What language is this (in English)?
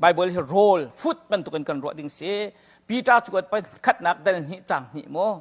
Hakha Chin